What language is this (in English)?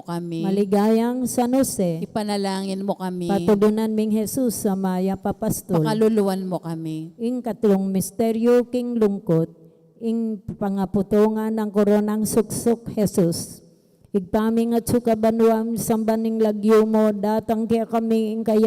Pampanga